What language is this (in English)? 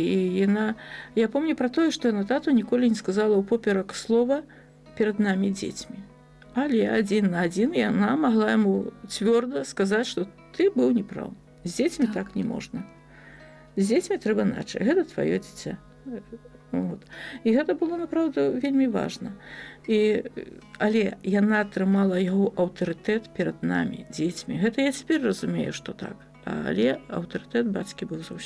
Belarusian